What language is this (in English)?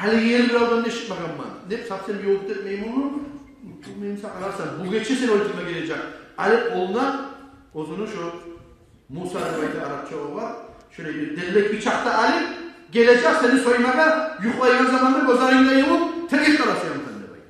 Kumyk